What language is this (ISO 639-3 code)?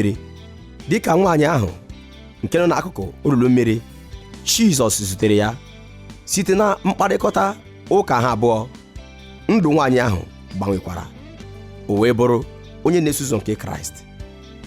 ibo